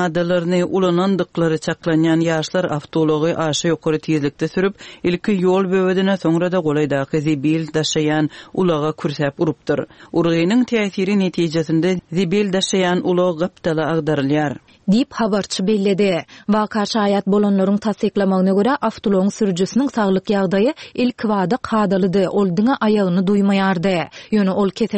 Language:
Turkmen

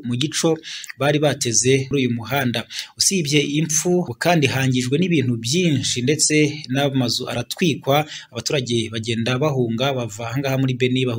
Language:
Kinyarwanda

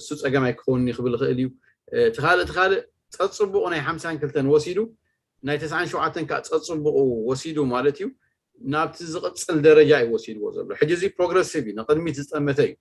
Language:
Tigrinya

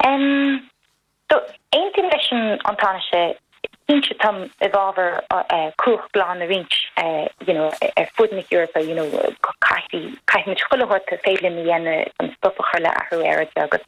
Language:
Irish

